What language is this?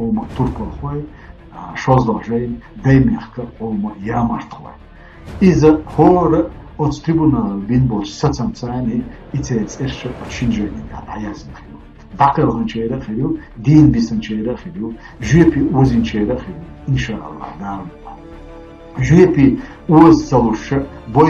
Chechen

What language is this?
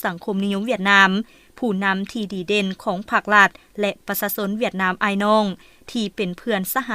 Lao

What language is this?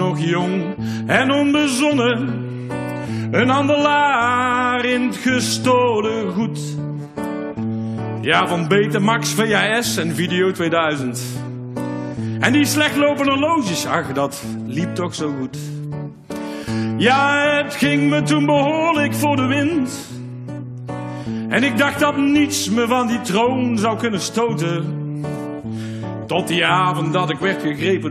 Dutch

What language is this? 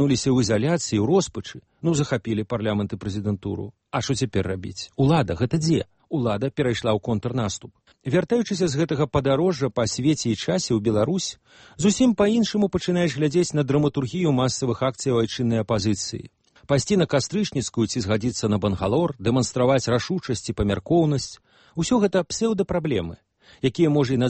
Belarusian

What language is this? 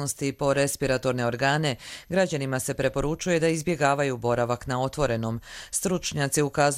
Croatian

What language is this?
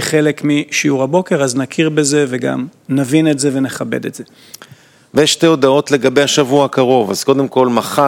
Hebrew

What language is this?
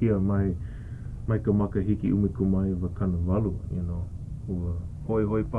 Hawaiian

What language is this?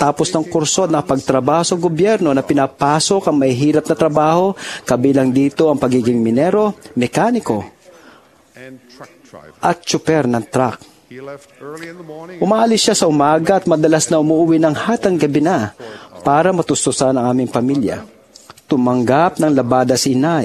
Filipino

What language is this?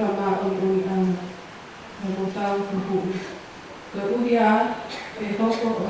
Tongan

